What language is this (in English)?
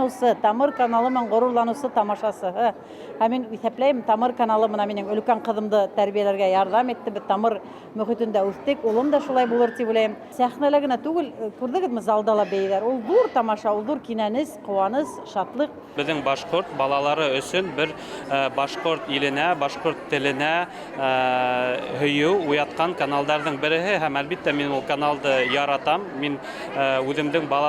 Bashkir